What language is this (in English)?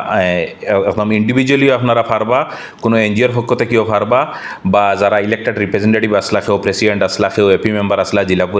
Sylheti